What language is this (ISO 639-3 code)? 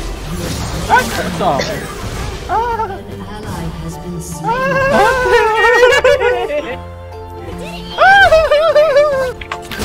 fil